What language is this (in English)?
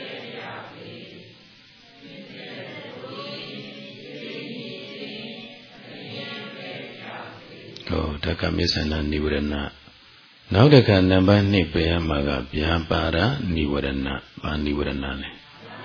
Burmese